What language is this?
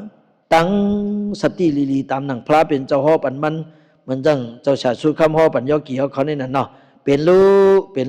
Shan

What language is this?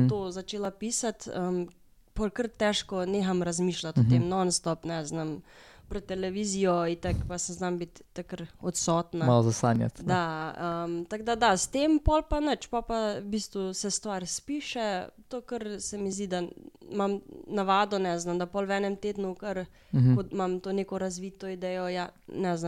Slovenian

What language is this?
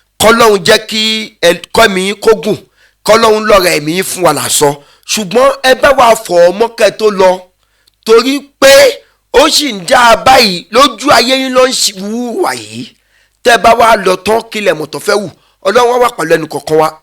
Yoruba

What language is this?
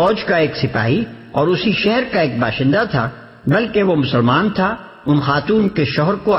Urdu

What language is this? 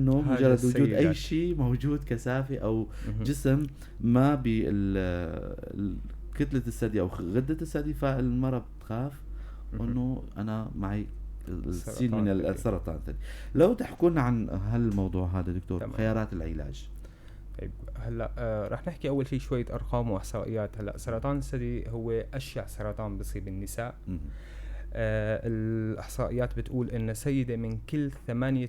North Levantine Arabic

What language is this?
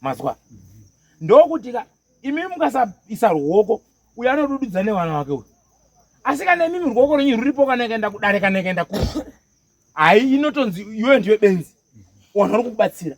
Shona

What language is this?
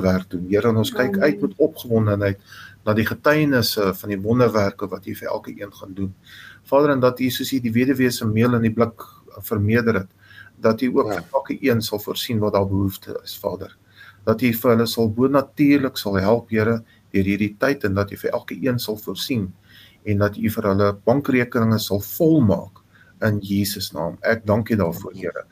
Afrikaans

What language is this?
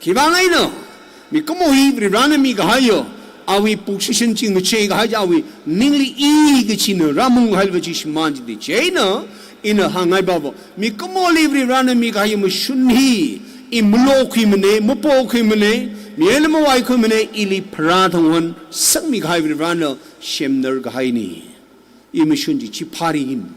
Tangkhul Naga (India)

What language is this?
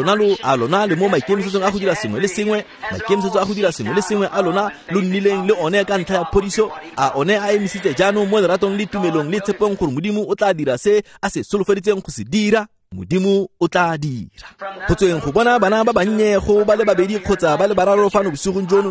Tswana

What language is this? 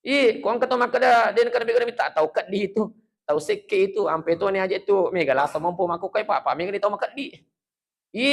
Buginese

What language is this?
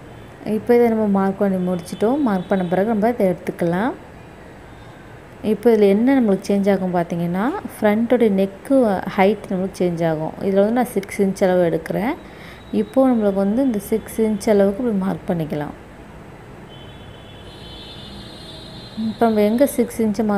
Tamil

